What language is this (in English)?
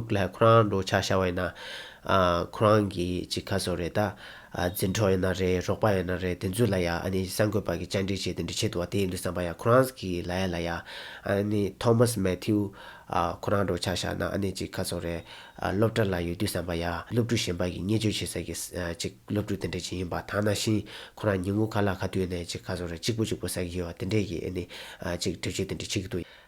Tibetan